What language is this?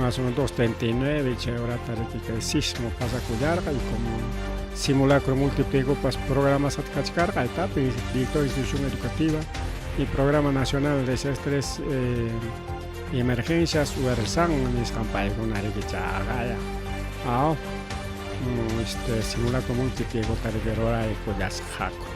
Ayacucho Quechua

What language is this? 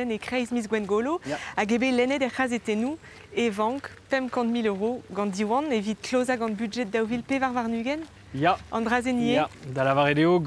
Breton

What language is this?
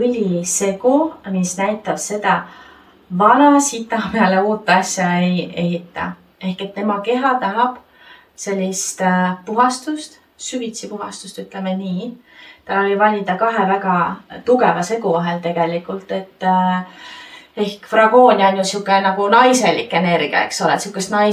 Estonian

